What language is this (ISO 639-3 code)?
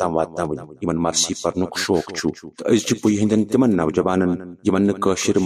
kas